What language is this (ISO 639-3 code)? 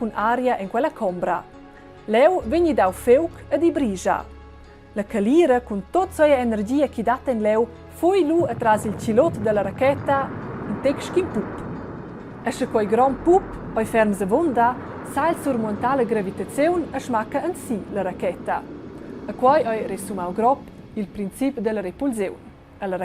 roh